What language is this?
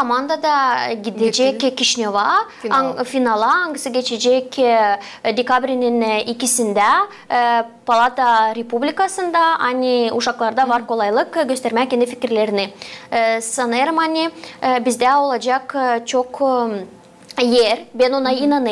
Gagauz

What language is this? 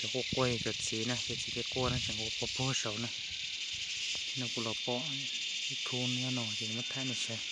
Hmong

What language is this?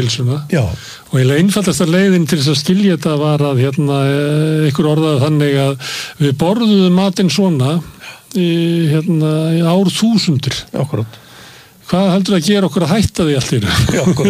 Icelandic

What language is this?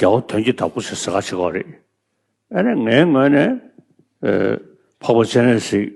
Tibetan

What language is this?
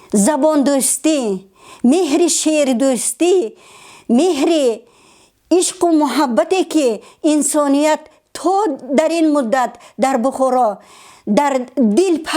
Tajik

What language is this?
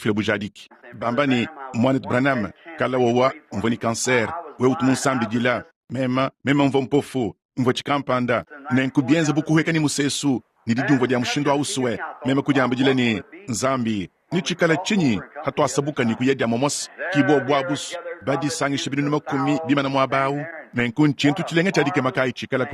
Luba-Lulua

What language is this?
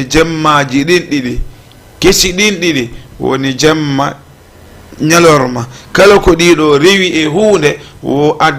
Fula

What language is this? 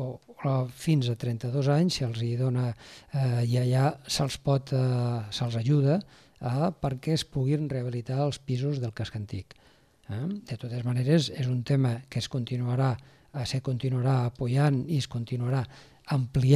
Catalan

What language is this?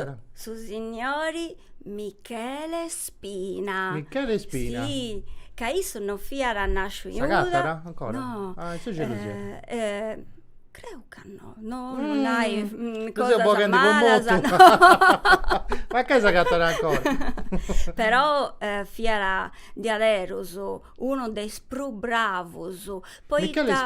Sardinian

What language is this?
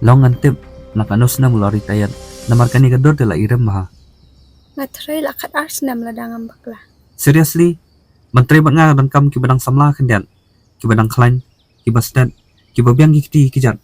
Khasi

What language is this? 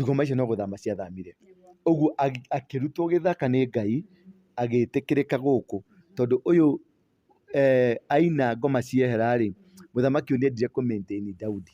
Kikuyu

